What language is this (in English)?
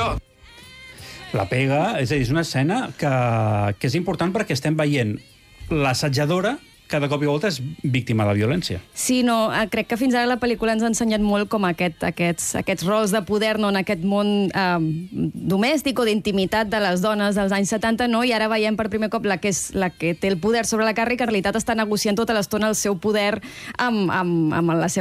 Catalan